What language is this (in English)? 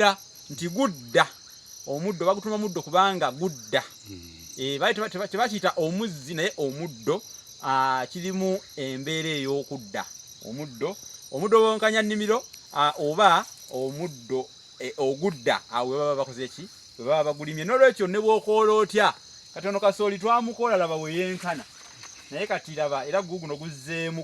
Ganda